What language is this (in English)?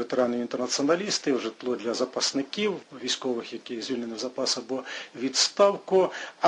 Ukrainian